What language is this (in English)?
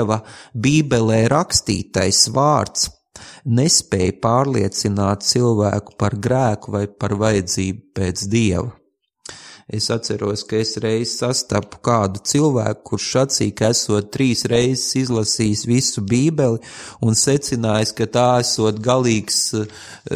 Latvian